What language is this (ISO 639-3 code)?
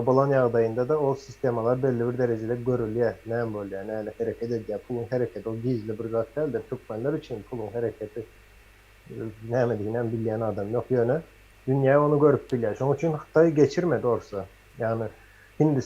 tuk